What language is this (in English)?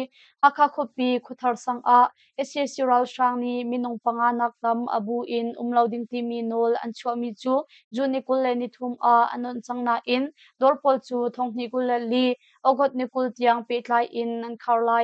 Hakha Chin